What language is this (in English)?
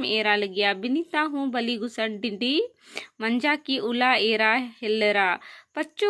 Kurukh